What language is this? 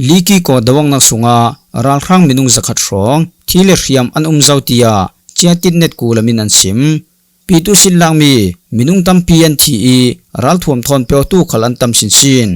Falam Chin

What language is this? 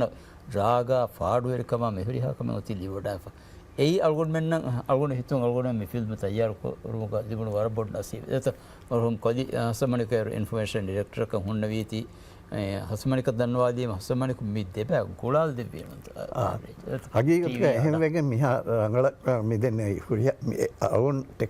Divehi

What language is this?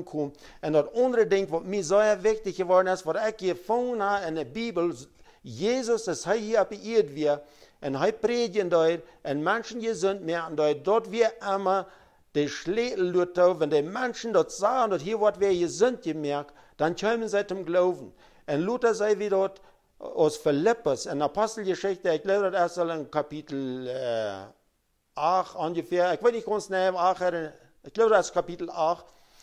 Plautdietsch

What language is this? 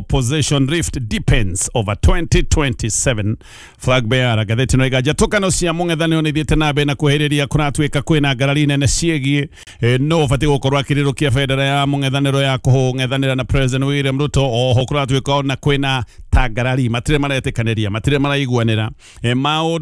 Kikuyu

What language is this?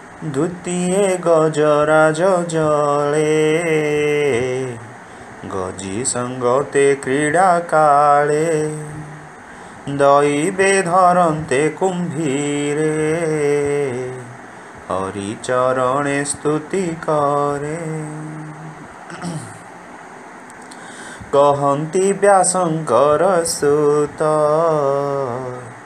Odia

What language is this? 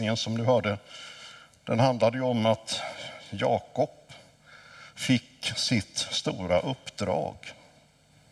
Swedish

